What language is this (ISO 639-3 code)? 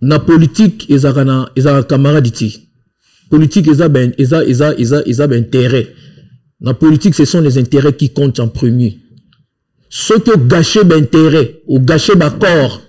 lin